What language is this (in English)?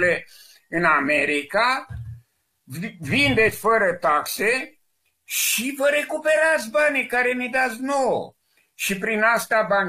Romanian